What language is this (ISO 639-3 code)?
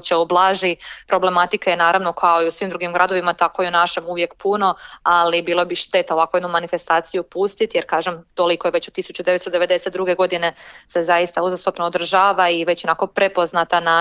srp